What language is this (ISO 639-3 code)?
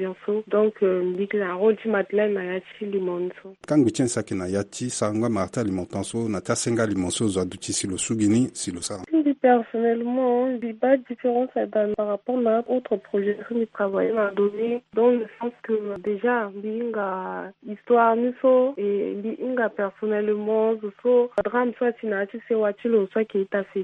sag